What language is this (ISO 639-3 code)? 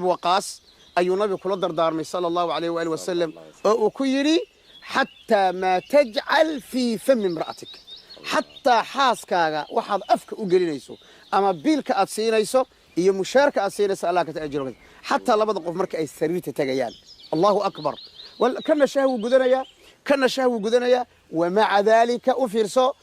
som